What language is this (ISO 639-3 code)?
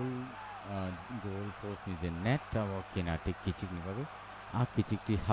trp